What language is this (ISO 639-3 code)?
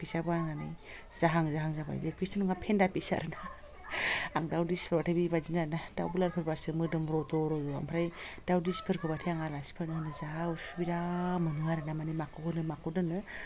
brx